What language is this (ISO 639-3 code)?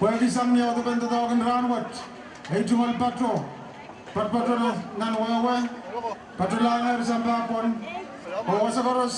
pon